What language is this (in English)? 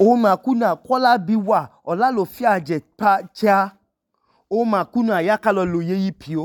Idoma